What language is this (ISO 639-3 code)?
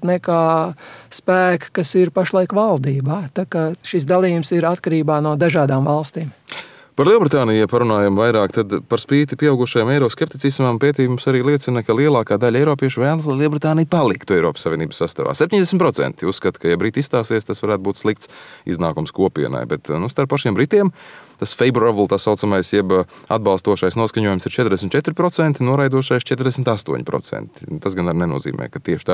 lav